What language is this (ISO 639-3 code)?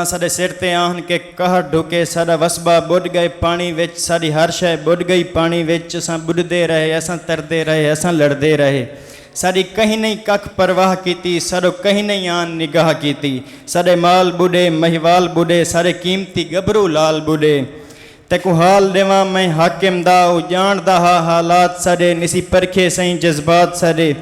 skr